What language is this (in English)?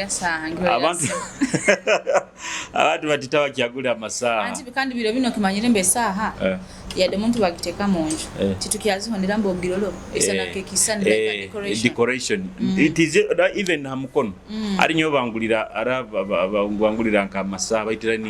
Nyoro